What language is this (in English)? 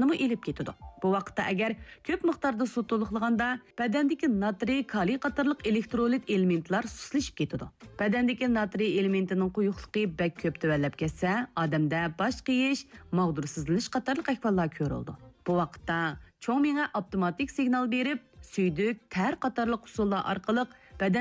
Uyghur